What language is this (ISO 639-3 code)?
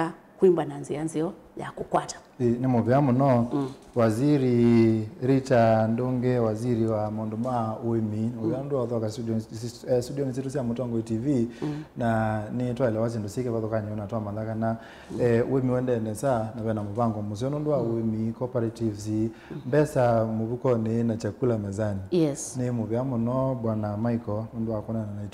kam